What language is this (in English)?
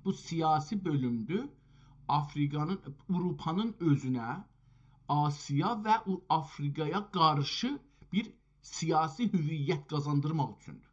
South Azerbaijani